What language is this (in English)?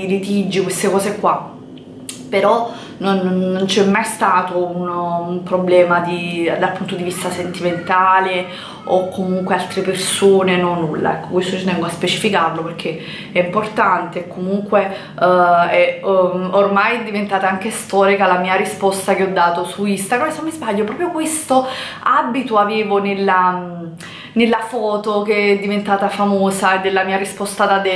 Italian